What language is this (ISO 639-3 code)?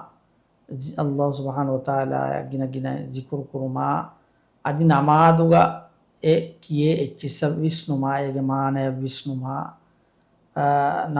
div